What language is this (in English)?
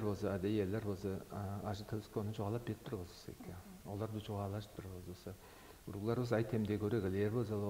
Tuvinian